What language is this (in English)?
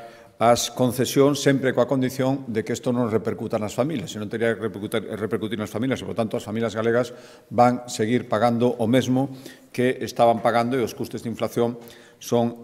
Galician